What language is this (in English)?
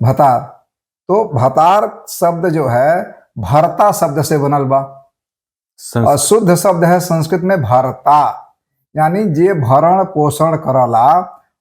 Bhojpuri